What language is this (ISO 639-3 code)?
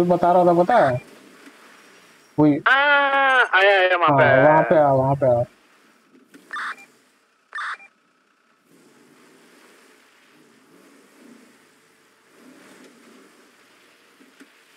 hin